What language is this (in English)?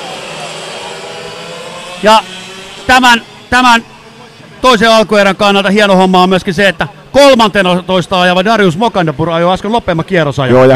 Finnish